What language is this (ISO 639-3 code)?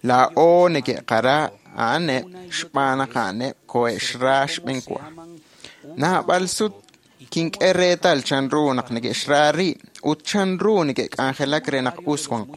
kek